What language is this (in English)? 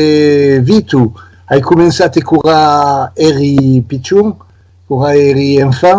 Occitan